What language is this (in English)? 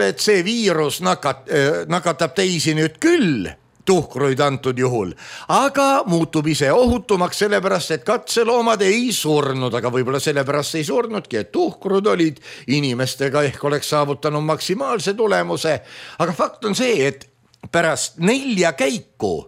Estonian